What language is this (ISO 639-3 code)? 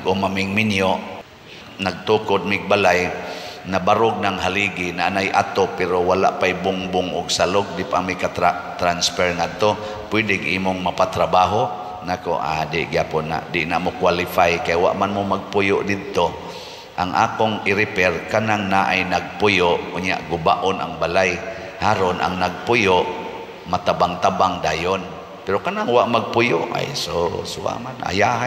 ceb